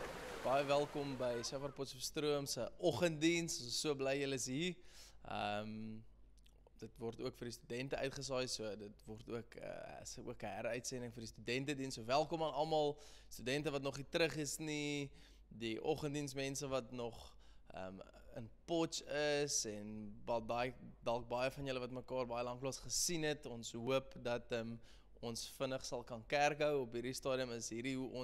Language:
Afrikaans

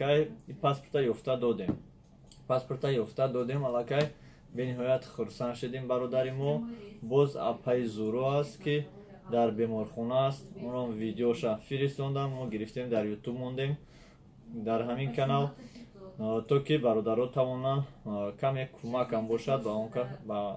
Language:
Tajik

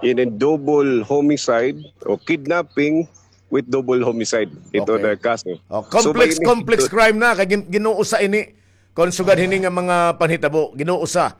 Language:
Waray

